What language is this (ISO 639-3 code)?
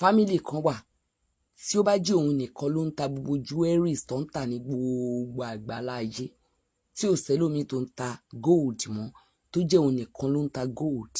yor